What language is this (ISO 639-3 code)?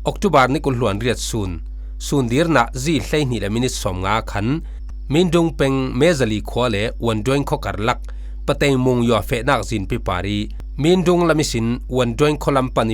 cfm